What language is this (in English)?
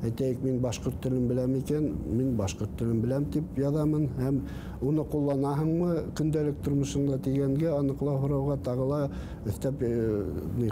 Bashkir